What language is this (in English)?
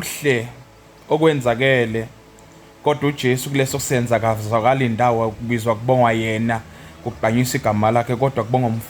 Zulu